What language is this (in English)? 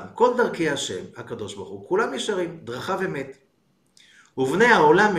Hebrew